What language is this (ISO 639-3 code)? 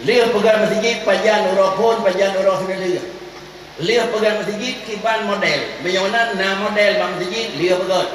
ace